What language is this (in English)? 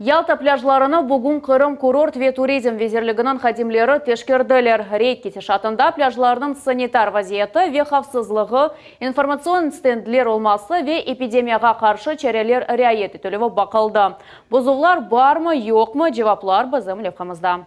Crimean Tatar